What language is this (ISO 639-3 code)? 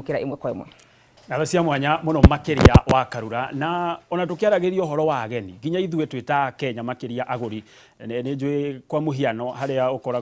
kik